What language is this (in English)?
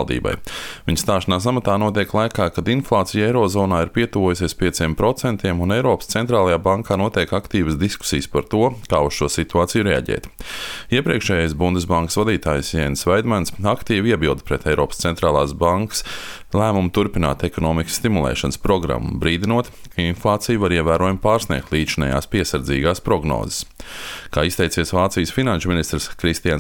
Latvian